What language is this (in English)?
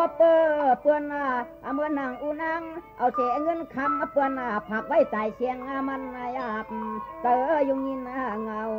Shan